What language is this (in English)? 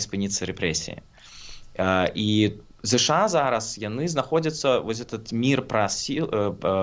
Belarusian